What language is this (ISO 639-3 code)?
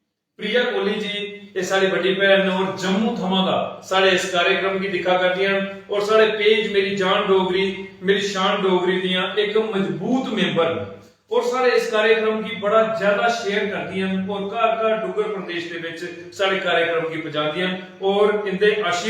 doi